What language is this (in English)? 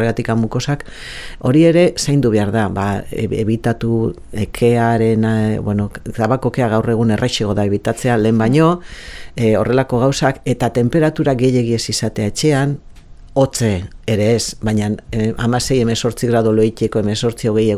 Basque